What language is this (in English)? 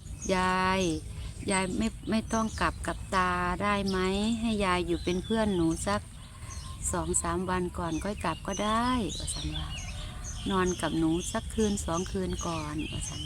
Lao